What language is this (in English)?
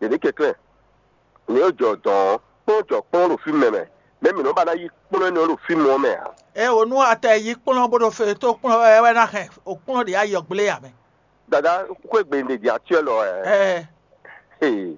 Fon